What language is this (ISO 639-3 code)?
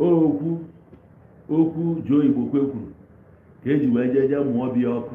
ibo